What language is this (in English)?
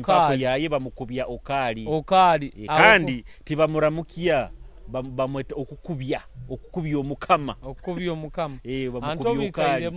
Nyoro